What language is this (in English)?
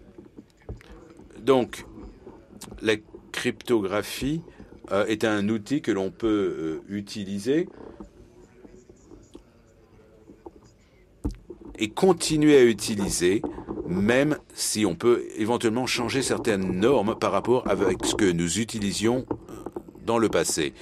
French